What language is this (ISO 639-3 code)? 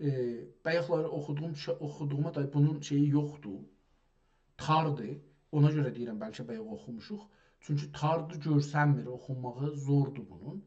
azb